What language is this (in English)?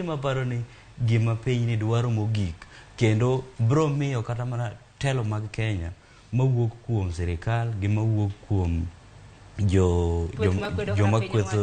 Luo (Kenya and Tanzania)